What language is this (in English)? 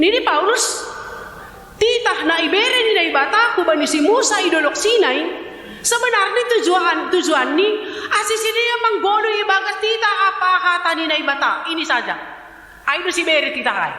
Batak Simalungun